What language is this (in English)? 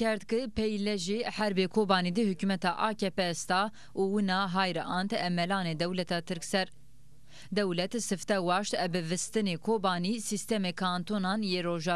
Zaza